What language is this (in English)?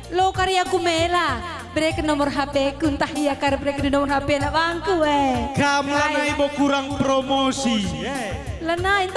Batak Karo